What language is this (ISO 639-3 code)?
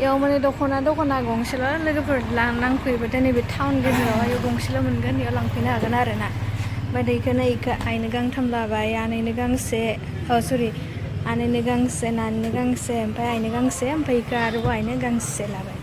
brx